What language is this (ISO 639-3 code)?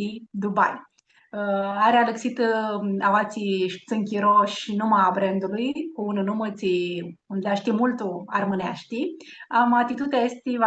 rup